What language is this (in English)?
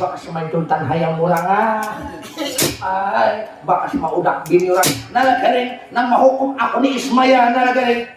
Banjar